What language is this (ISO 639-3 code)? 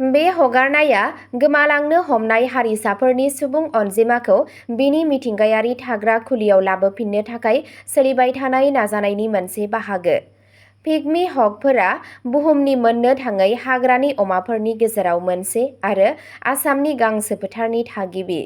brx